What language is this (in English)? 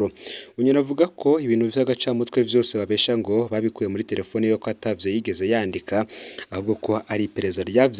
Rundi